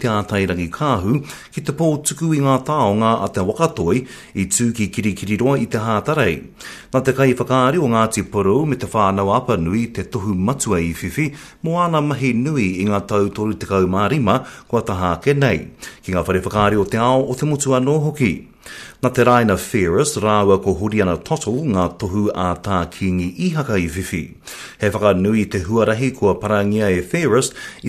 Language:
Māori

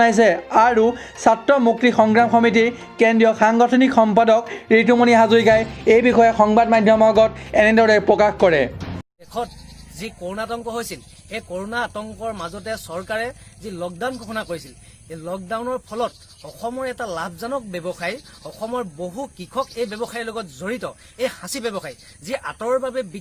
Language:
Assamese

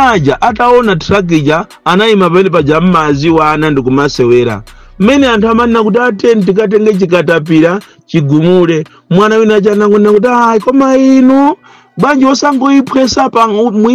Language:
Nyanja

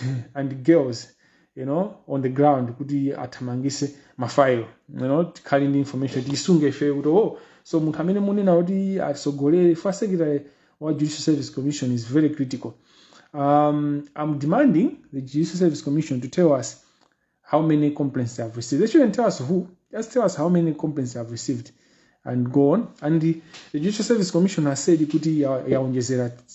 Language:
Nyanja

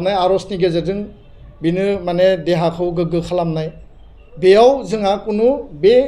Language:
Bodo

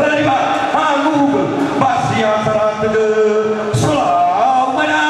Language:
Nias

